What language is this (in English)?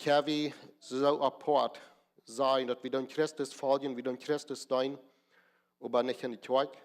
Plautdietsch